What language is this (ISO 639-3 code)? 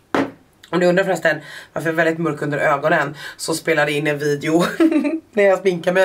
swe